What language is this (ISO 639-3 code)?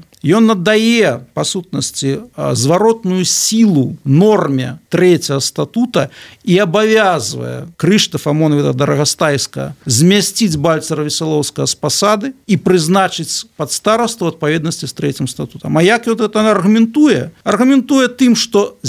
bel